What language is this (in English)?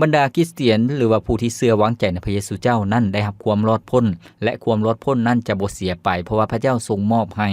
Lao